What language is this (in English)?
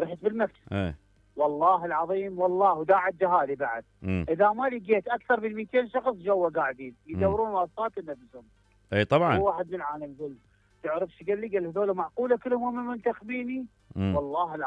Mesopotamian Arabic